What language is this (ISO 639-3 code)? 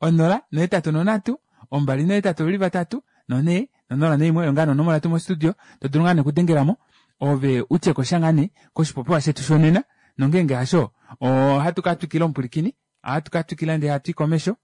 kua